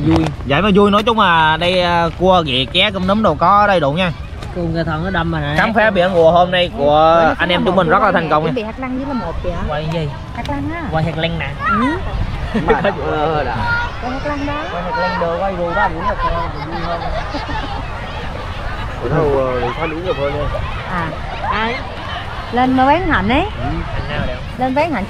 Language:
Vietnamese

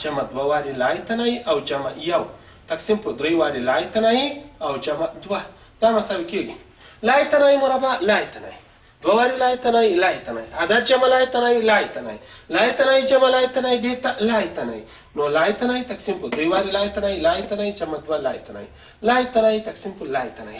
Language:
Pashto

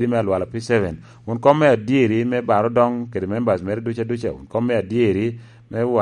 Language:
Lango (Uganda)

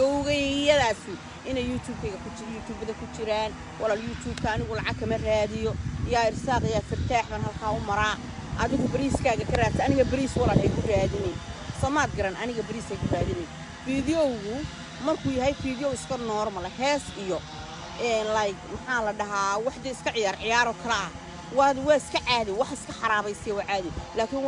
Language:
Somali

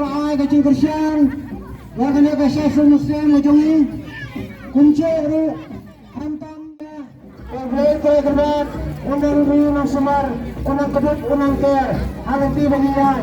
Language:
Khasi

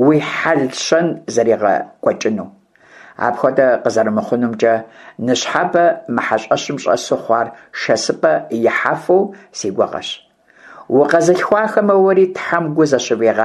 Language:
Kabardian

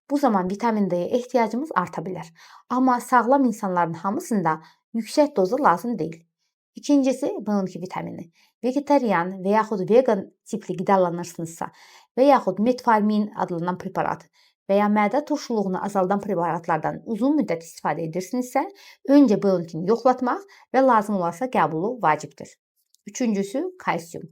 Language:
Azerbaijani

